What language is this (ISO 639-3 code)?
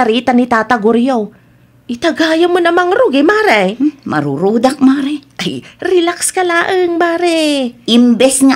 ilo